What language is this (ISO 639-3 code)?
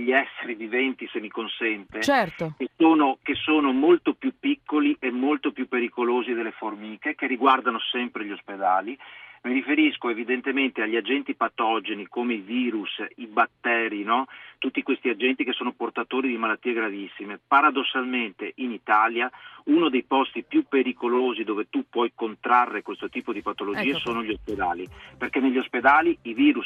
ita